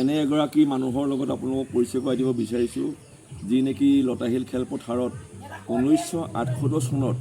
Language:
Assamese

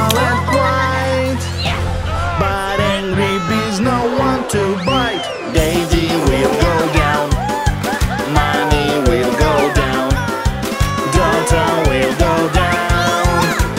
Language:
English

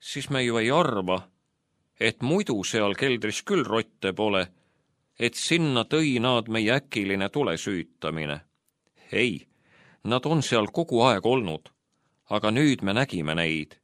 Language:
Estonian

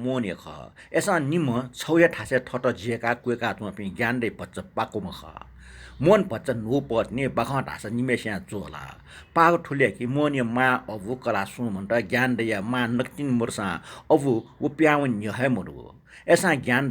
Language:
Newari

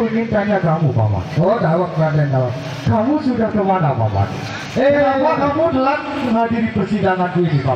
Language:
Sasak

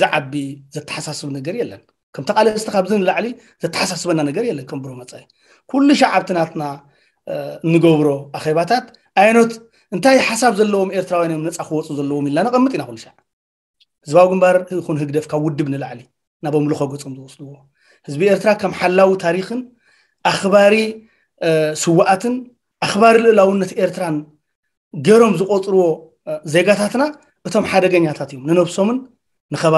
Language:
Tigrinya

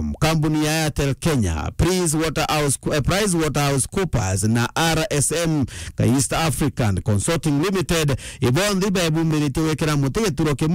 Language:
Meru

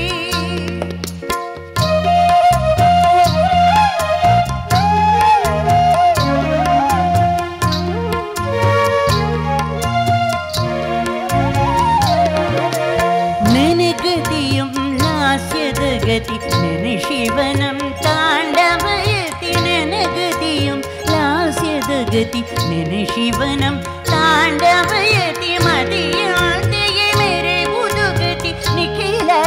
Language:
Kannada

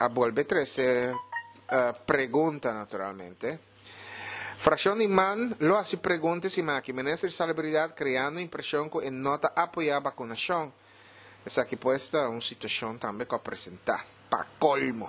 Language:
Papiamento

